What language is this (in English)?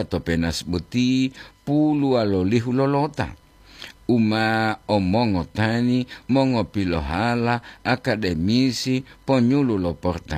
Gorontalo